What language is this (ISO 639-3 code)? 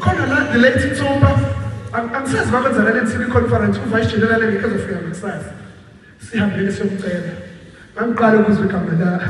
zul